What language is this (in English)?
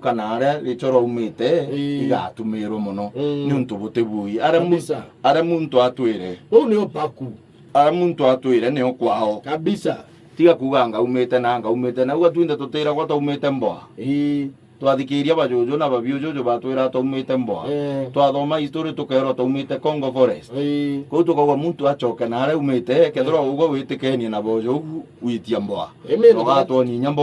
Meru